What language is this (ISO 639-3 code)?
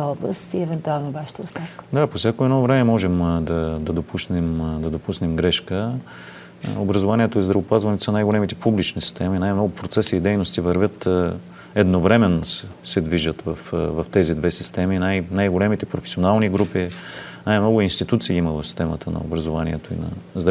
bul